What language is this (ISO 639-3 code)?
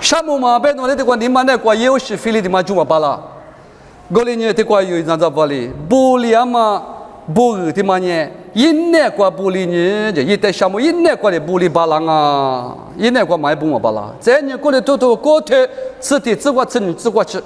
lis